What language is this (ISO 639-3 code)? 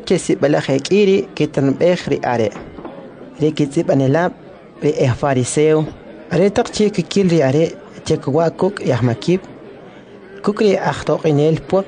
quc